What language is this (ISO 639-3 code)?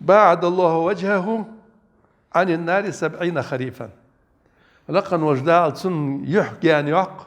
inh